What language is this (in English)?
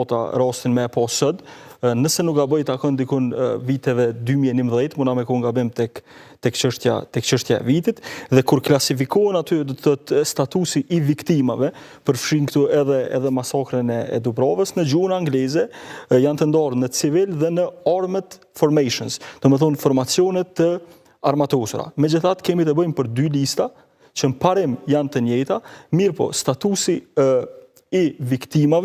Albanian